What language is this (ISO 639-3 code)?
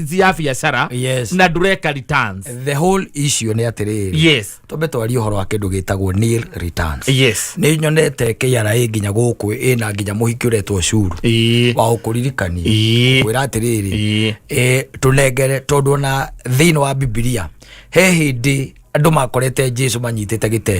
kik